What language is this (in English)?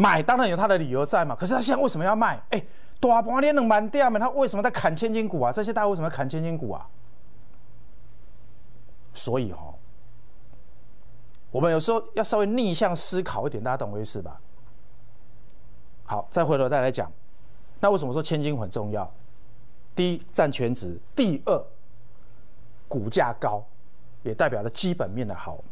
Chinese